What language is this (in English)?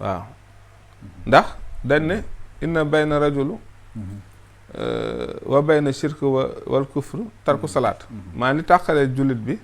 Wolof